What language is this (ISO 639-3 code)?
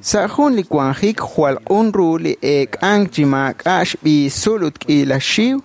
kek